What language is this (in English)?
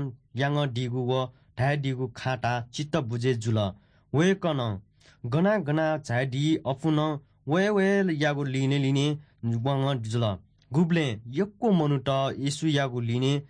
Newari